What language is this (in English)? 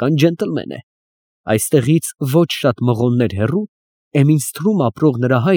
Armenian